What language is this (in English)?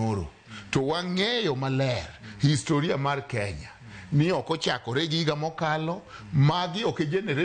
Luo (Kenya and Tanzania)